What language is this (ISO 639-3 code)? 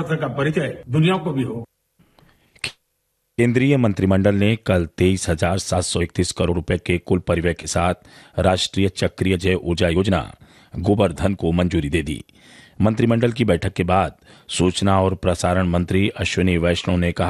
hin